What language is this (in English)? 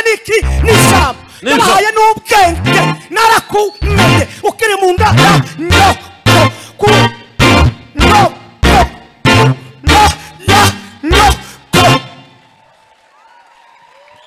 Kinyarwanda